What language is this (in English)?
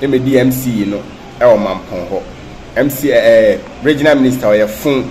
Akan